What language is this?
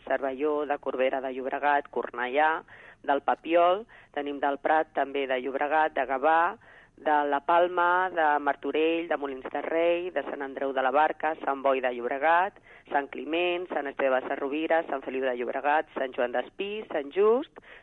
Catalan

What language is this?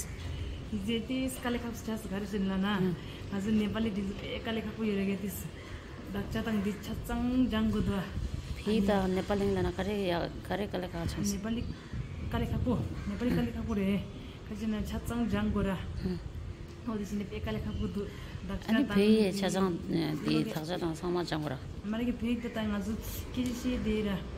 Tibetan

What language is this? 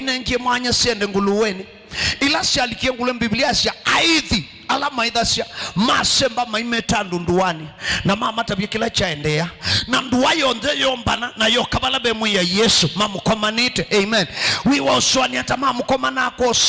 Kamba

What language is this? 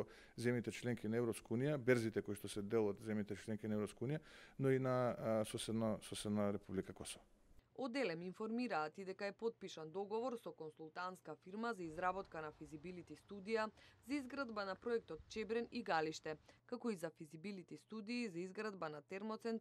Macedonian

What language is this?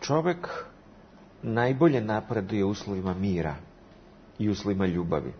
Serbian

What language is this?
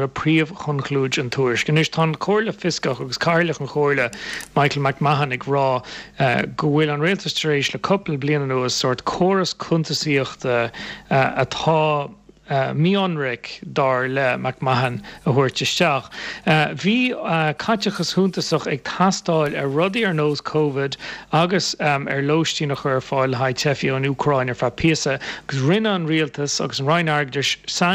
Irish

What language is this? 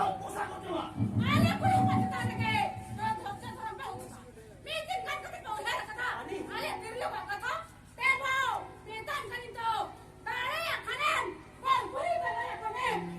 Santali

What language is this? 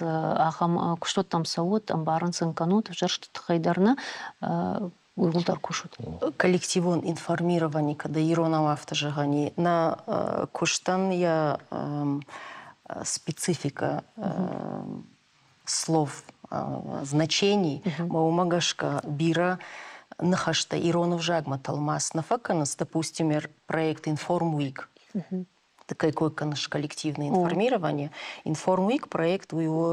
Ossetic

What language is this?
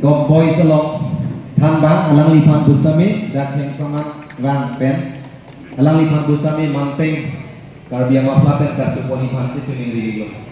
Karbi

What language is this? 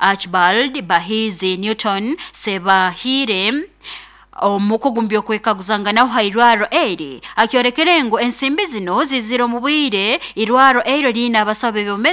Nyoro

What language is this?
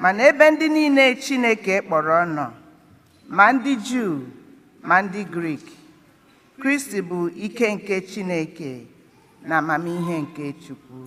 Igbo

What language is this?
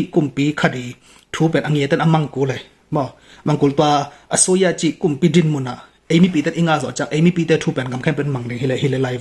Tedim Chin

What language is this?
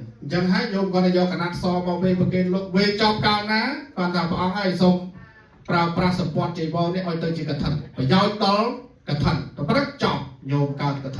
Khmer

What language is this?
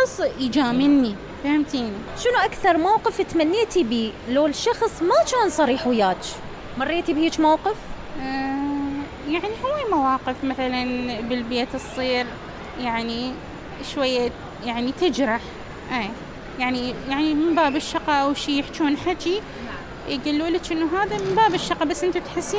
Mesopotamian Arabic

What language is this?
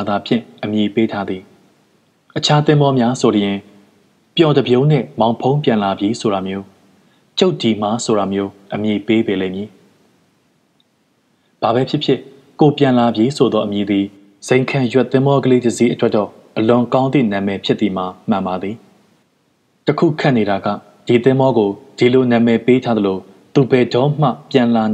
Burmese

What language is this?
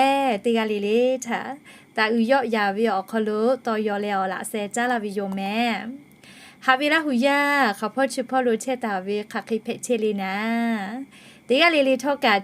Lahu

